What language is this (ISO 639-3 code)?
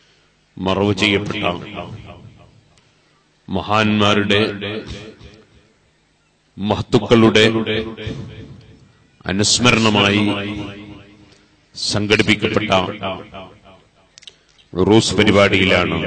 mal